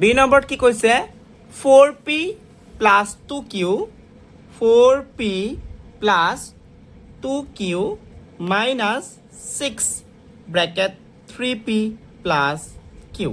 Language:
Assamese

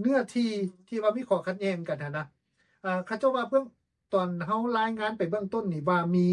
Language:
Lao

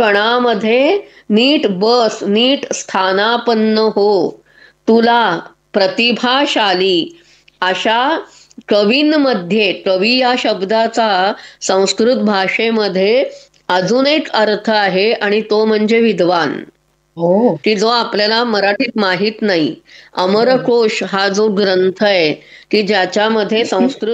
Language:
Marathi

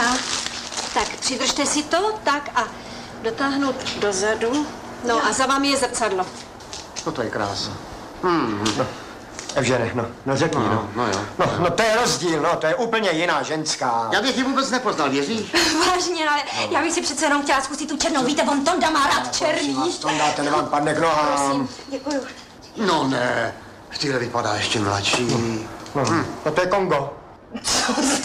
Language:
Czech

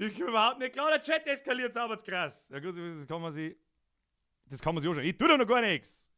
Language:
Bavarian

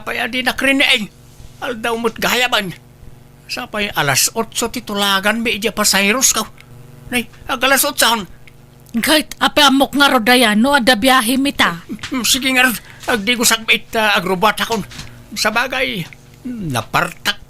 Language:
Iloko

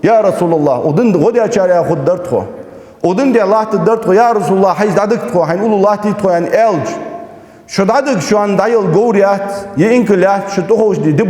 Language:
Ingush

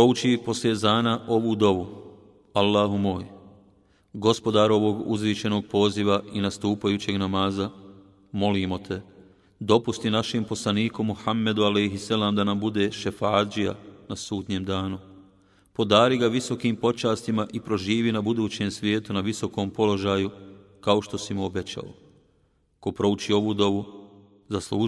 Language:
Bosnian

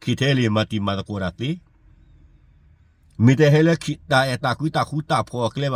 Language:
S'gaw Karen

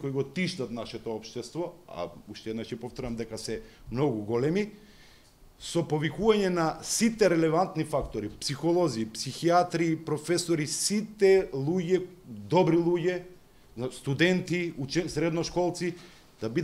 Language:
Macedonian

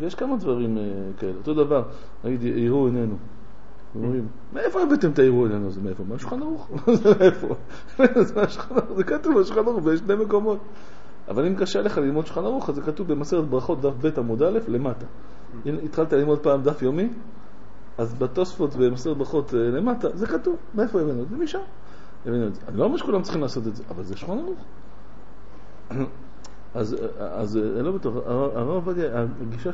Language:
Hebrew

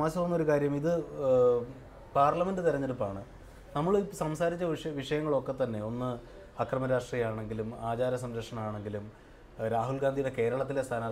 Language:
Malayalam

